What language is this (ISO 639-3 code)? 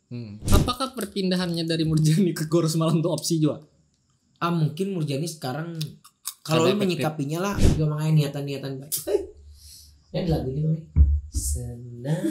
bjn